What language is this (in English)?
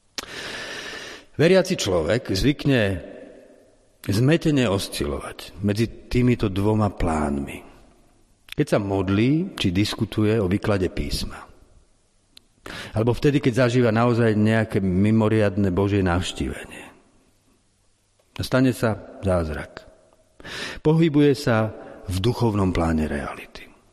Slovak